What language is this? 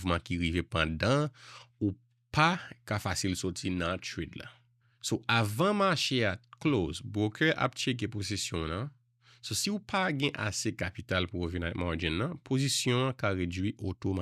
Haitian Creole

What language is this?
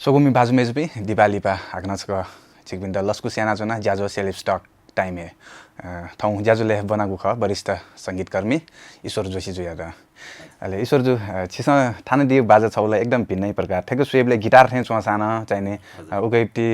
Newari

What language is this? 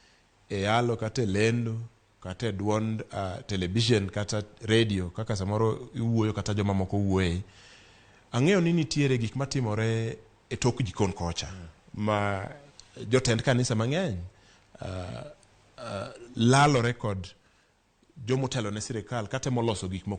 Luo (Kenya and Tanzania)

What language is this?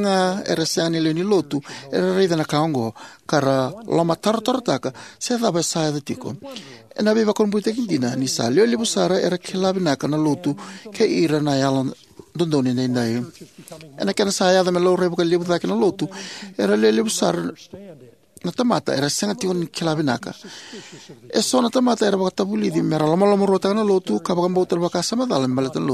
Fijian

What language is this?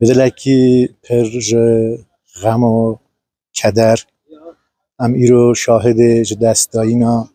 Kurdish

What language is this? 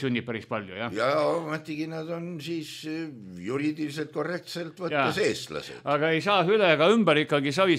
Estonian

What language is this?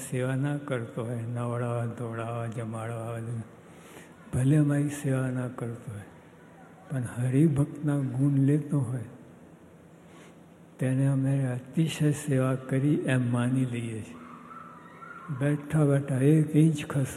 Gujarati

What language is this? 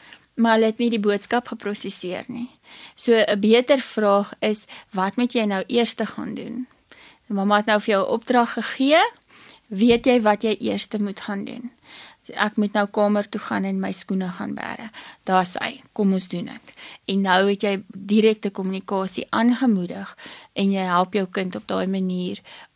Afrikaans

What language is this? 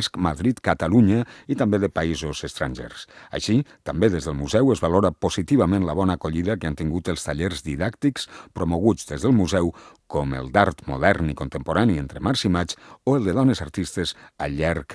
Catalan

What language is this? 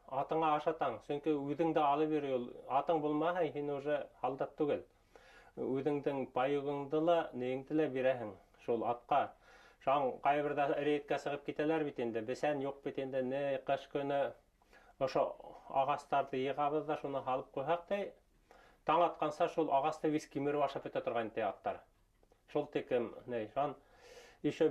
Bashkir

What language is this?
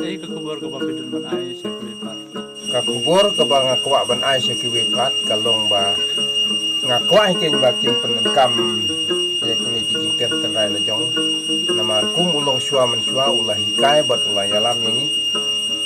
Khasi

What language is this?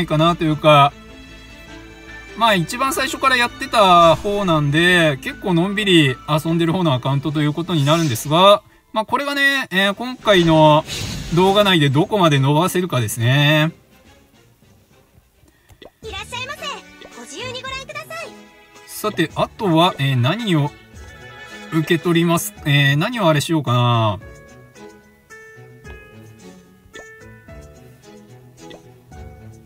Japanese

